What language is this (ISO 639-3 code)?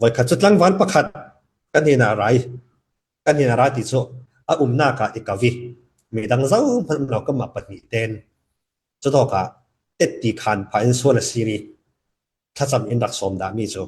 cfm